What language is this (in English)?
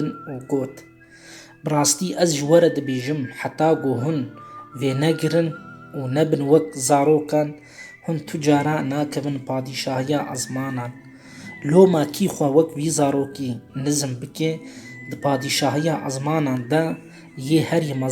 Kurdish